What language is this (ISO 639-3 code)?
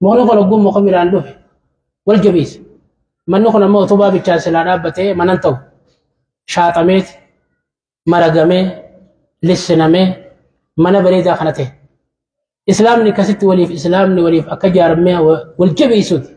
orm